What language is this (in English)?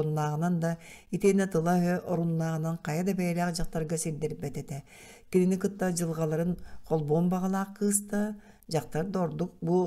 Yakut